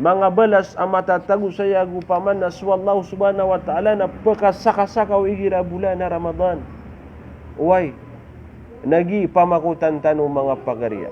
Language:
Maranao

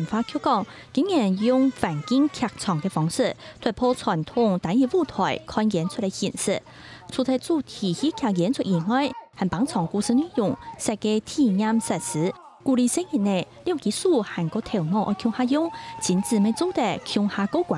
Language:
Hakka Chinese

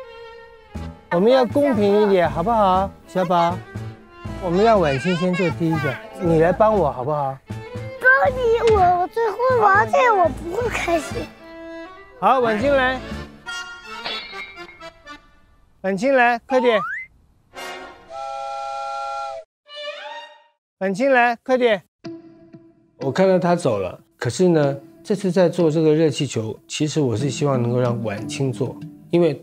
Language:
Chinese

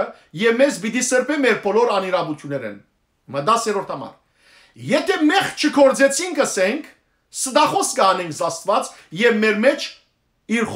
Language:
Western Armenian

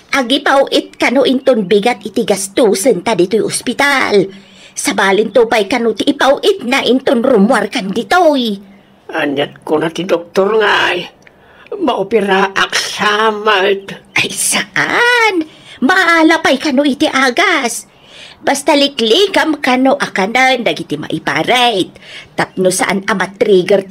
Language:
Iloko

